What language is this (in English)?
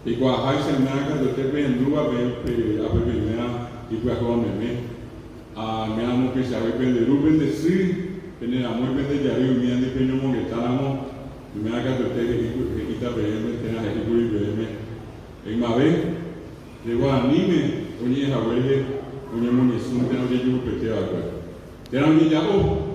Guarani